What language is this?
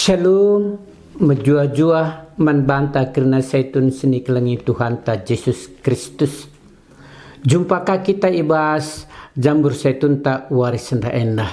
Batak Karo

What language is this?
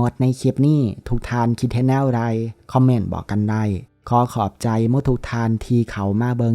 Lao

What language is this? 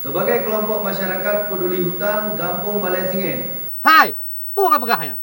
Achinese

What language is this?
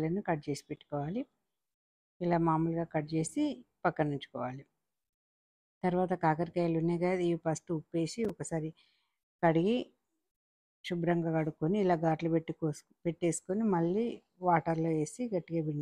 Telugu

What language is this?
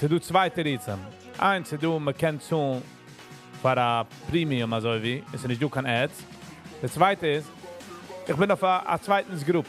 Yiddish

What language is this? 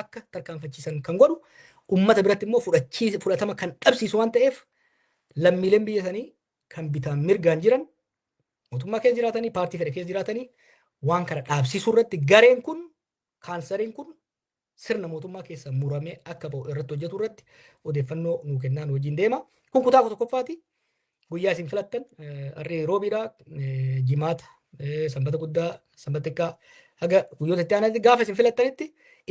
Oromo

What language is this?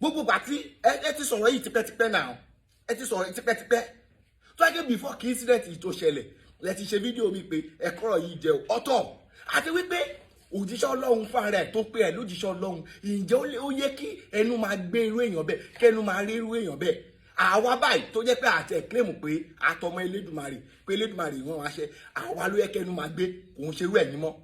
Yoruba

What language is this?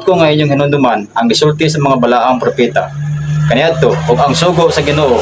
Cebuano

